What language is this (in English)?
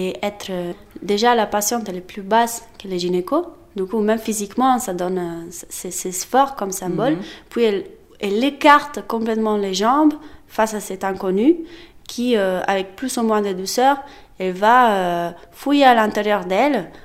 French